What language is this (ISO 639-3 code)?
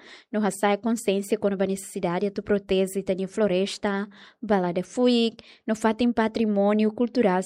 tet